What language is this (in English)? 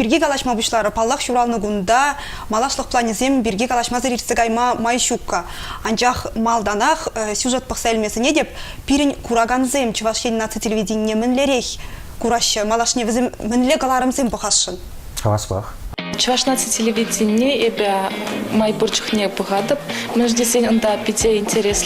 Chuvash